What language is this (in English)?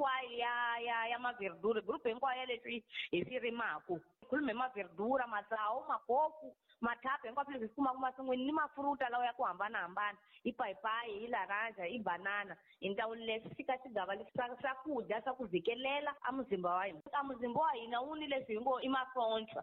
Tsonga